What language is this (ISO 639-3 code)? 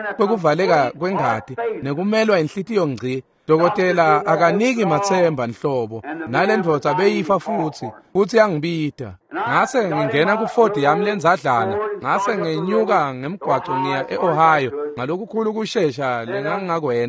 ssw